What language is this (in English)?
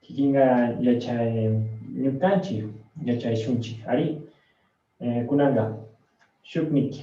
Chimborazo Highland Quichua